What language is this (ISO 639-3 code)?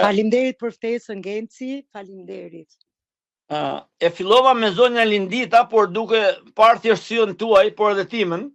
sqi